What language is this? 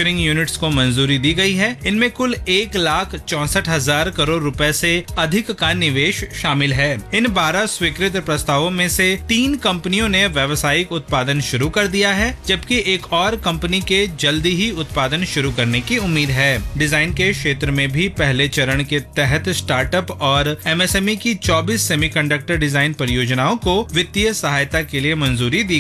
Hindi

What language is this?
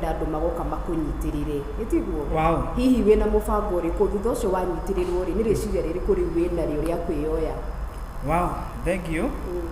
Kikuyu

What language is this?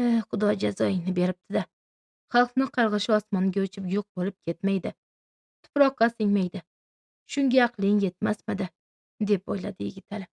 Uzbek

